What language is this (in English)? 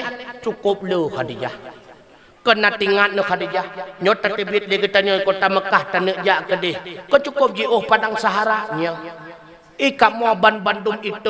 Achinese